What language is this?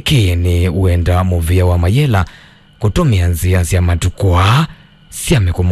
Kamba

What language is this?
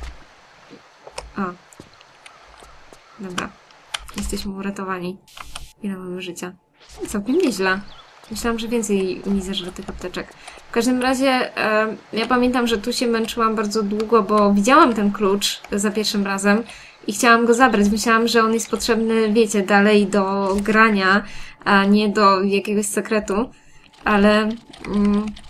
Polish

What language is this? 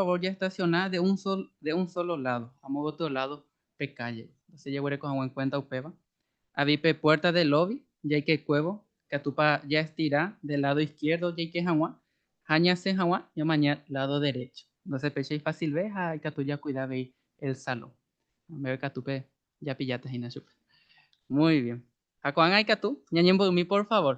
Guarani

